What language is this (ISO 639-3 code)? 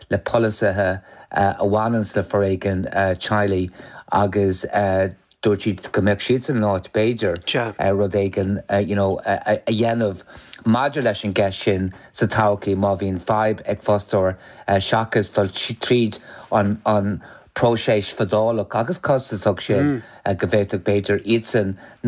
gle